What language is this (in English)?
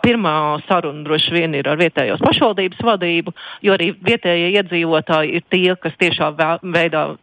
Latvian